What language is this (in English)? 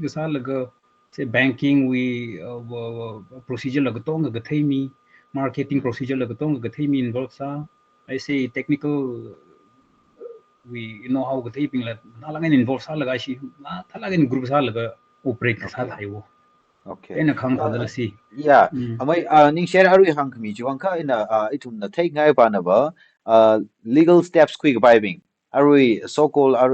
Tangkhul Naga (India)